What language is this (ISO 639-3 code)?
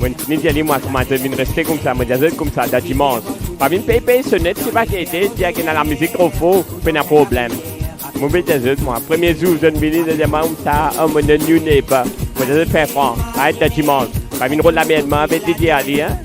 mfe